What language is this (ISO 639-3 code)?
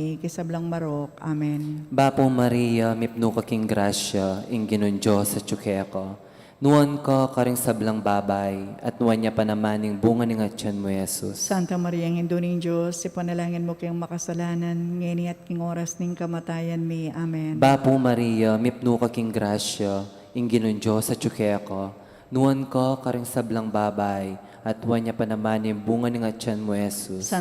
pam